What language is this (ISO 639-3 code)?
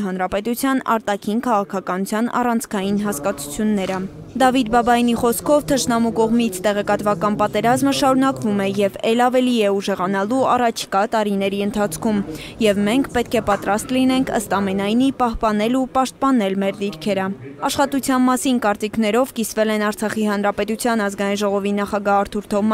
hye